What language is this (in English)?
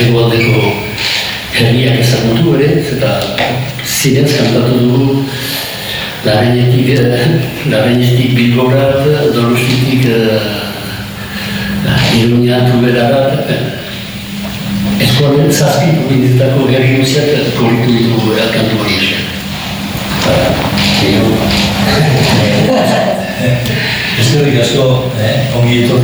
Basque